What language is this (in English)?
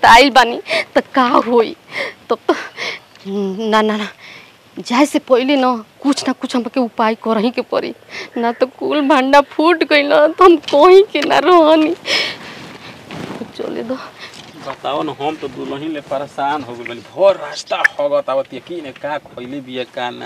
Bhojpuri